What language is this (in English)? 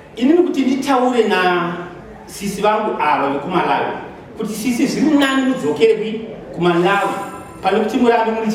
Shona